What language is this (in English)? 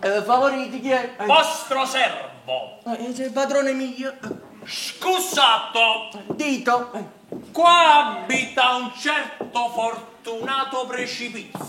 Neapolitan